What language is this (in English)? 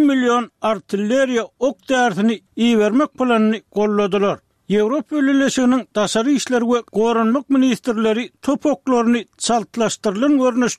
Turkmen